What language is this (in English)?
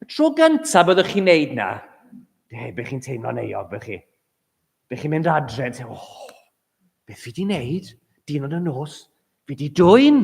Welsh